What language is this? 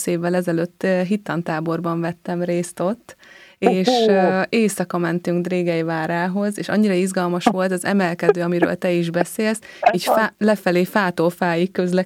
Hungarian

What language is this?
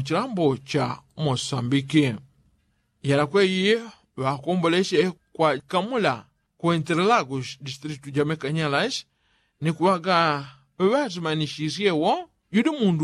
Yao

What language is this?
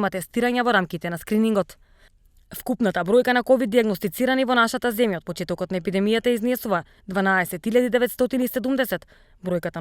Macedonian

